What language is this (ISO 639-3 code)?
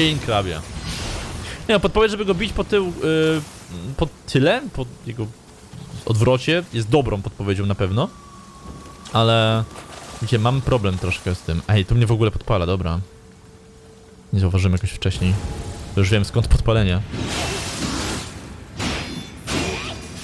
pol